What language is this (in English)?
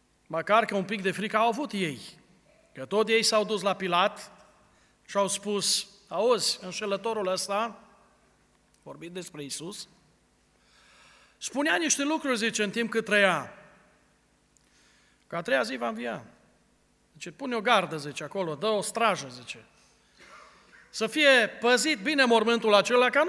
Romanian